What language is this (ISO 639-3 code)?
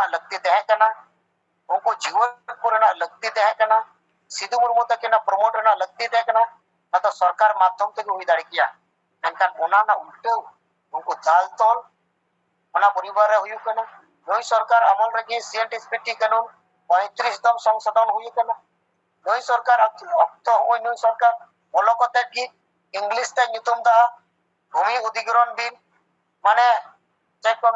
sat